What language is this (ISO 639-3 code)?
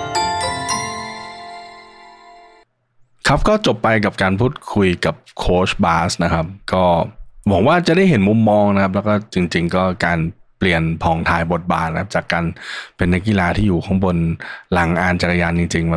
tha